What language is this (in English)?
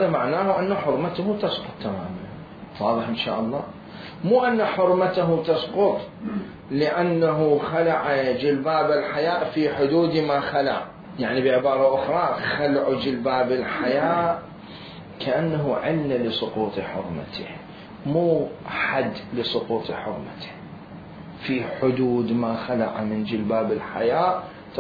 Mesopotamian Arabic